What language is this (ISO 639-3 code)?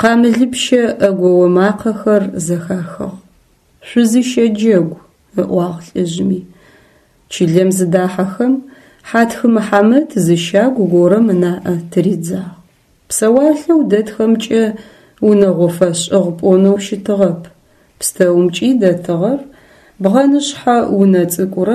ady